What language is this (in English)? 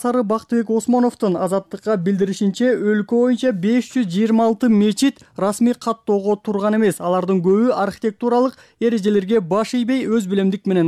Kyrgyz